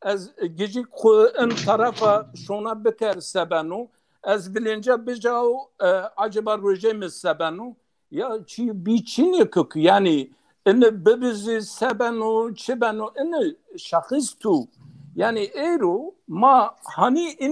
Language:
Zaza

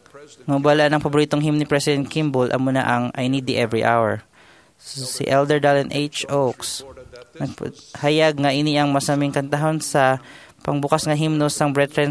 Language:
Hiligaynon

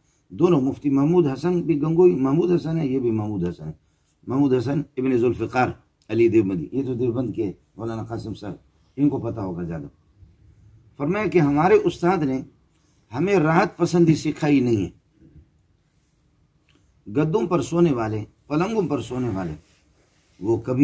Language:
Urdu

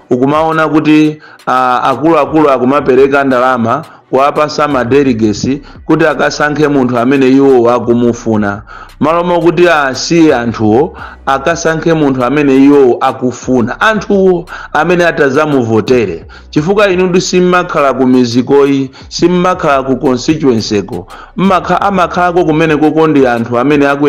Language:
Nyanja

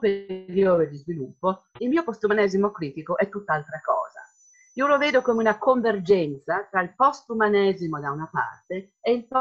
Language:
Italian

